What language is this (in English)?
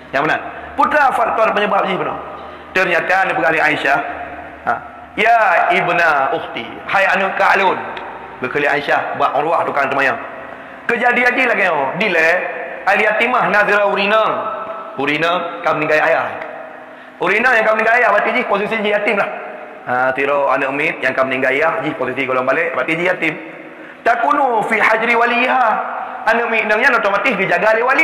Achinese